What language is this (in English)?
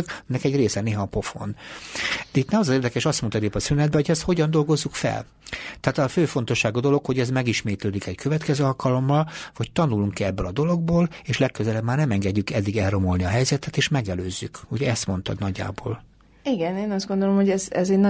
Hungarian